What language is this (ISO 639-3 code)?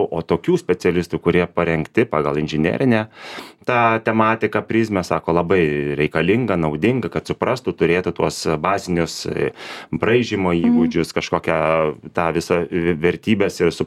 lit